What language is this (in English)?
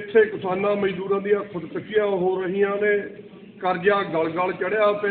Punjabi